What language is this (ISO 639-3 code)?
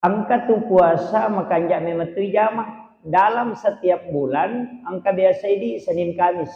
bug